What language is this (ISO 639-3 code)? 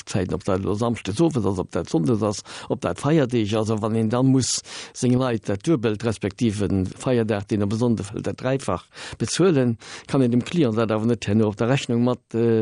ltz